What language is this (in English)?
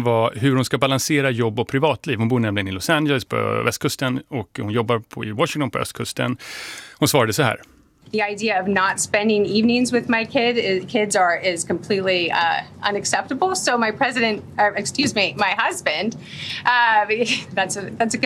Swedish